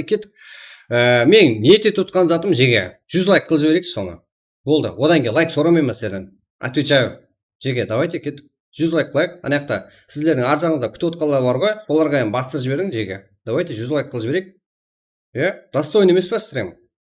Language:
Kara-Kalpak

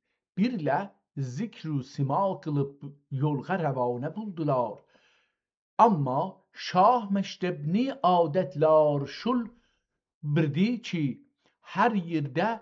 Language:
South Azerbaijani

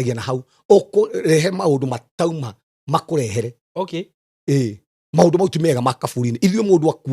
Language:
Kikuyu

